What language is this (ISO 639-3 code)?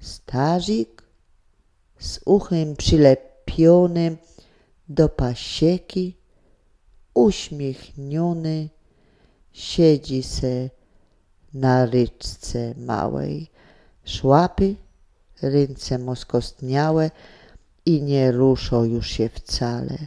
szl